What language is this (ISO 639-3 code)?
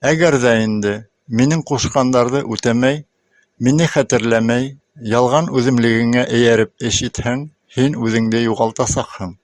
bak